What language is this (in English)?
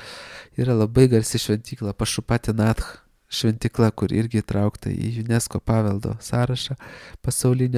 Lithuanian